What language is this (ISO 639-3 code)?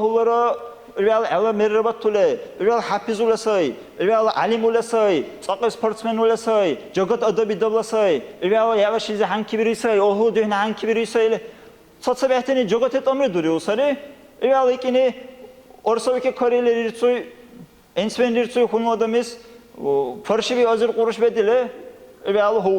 dar